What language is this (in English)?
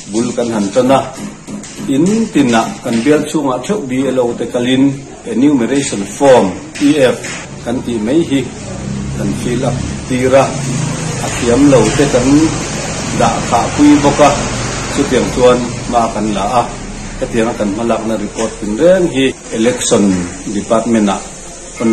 Mizo